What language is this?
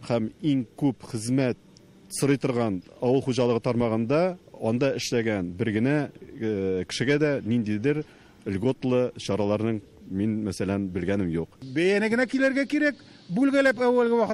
Tatar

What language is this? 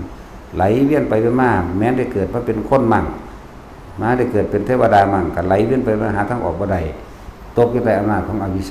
Northeastern Thai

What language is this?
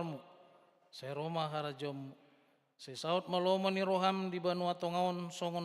Batak Toba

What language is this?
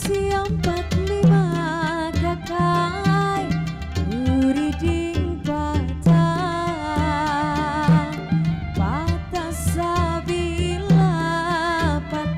Banjar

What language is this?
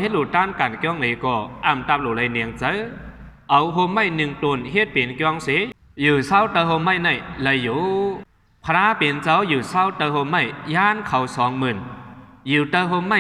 Shan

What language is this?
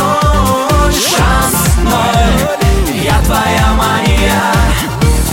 Russian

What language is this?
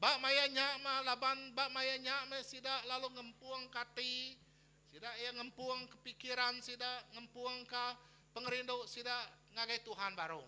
Iban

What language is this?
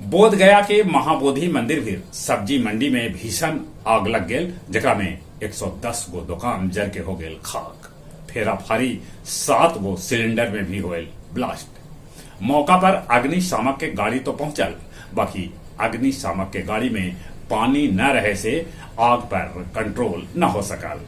Magahi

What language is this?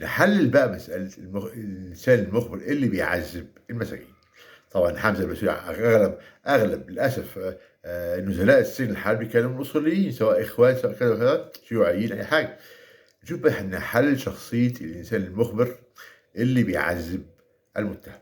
Egyptian Arabic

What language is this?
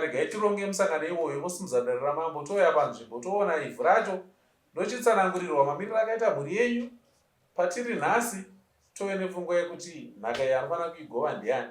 Shona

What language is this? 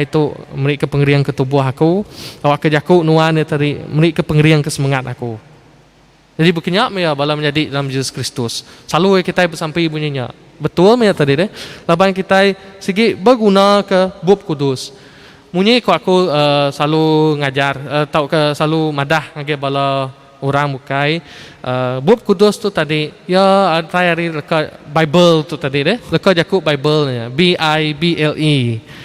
Iban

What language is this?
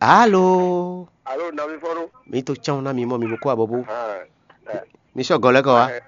Fon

